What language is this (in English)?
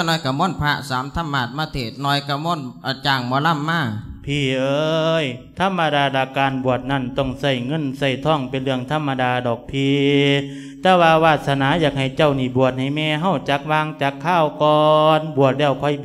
Lao